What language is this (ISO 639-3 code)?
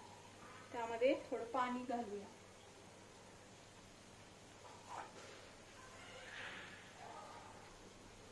mar